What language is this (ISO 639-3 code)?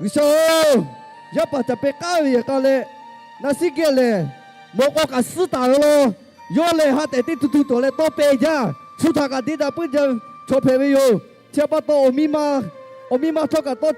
lhu